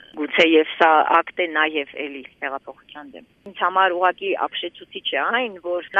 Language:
Armenian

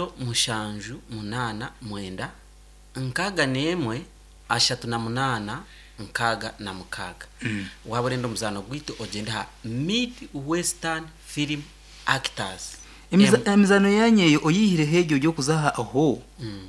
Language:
Nyankole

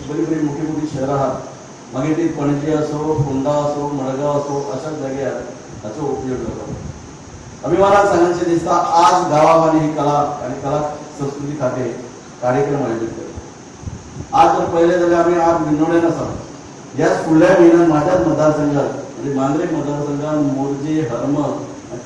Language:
Konkani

